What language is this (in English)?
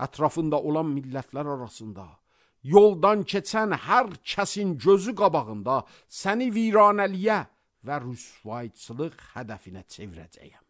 Azerbaijani